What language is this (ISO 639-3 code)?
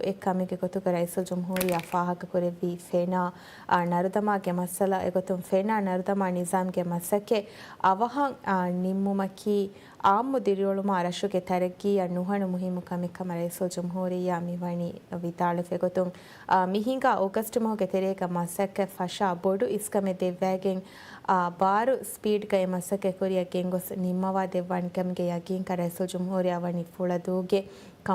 div